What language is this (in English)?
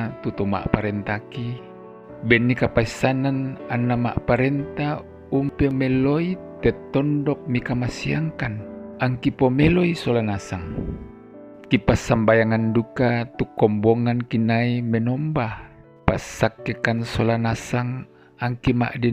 Toraja-Sa'dan